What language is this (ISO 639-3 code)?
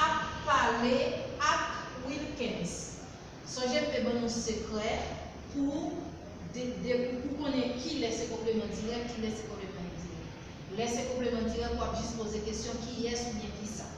hat